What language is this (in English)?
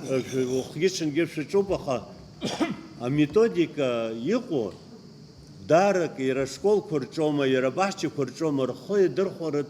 Abkhazian